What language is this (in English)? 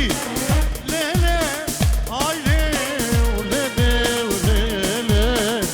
Kurdish